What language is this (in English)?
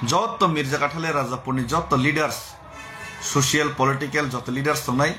Kok Borok